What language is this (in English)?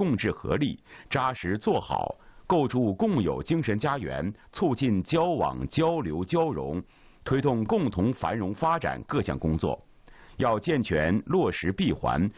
Chinese